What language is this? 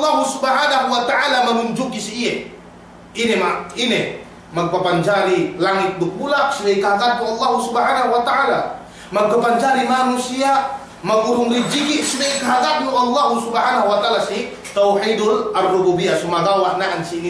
Yakan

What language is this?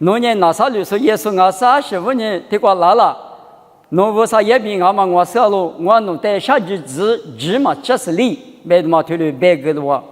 Lisu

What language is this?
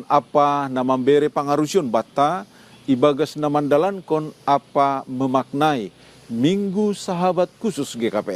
Batak Simalungun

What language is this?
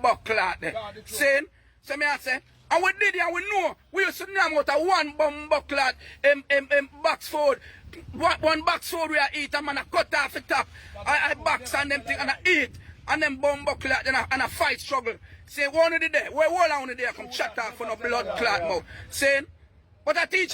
Jamaican Creole English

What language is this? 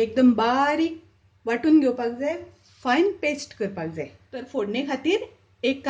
Konkani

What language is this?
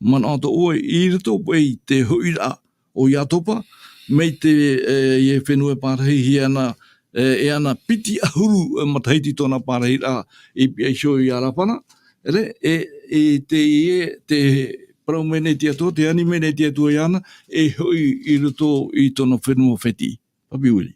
Tahitian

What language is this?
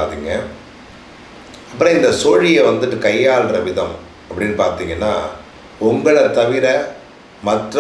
Tamil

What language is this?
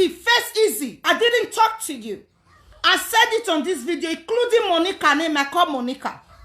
Nigerian Pidgin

